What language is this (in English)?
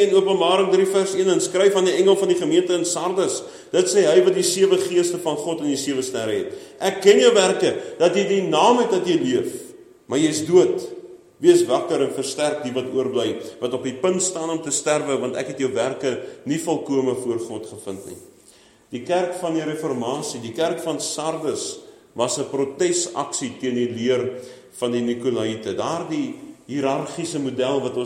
Afrikaans